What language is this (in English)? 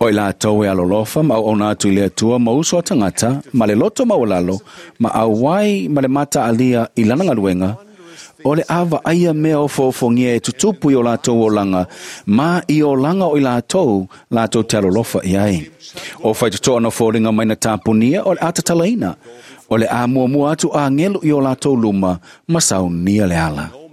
Samoan